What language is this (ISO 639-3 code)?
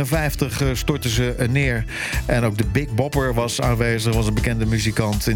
nld